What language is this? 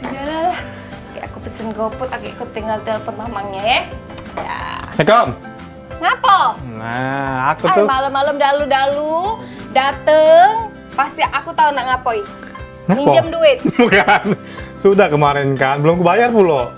Musi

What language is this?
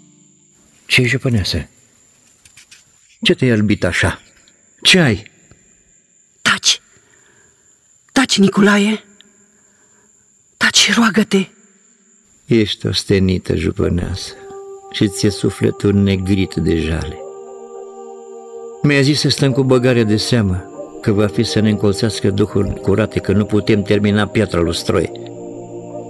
Romanian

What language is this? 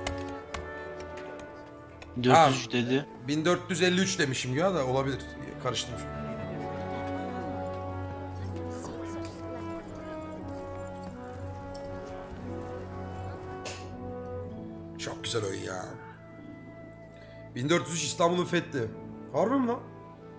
Turkish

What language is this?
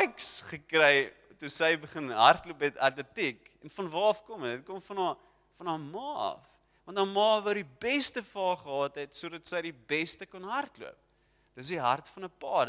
Afrikaans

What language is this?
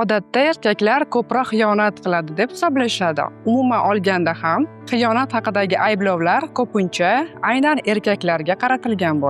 Uzbek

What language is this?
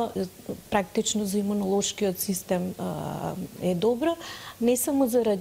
Macedonian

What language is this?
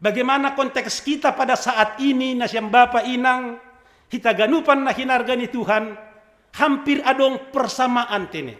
Batak Simalungun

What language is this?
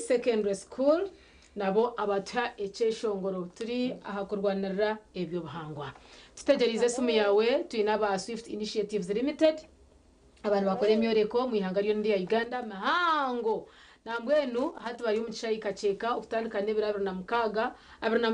Nyankole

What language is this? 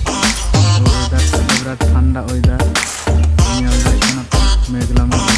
Santali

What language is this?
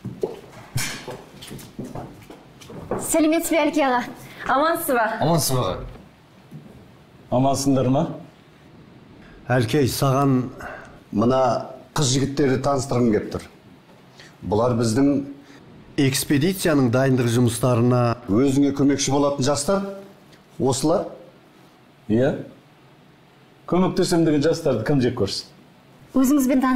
Kazakh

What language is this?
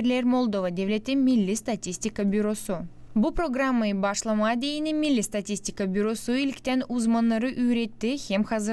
Gagauz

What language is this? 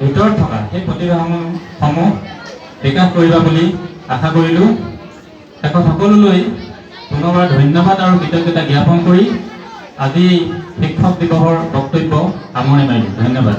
Assamese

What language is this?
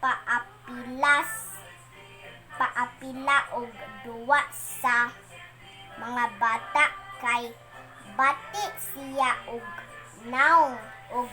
Cebuano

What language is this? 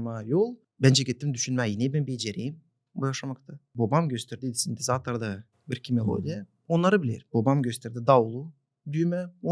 Gagauz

